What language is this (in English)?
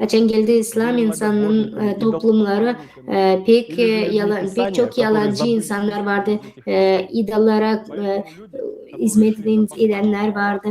Gagauz